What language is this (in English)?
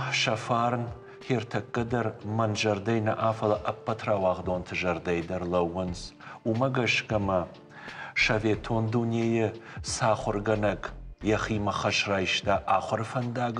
Ossetic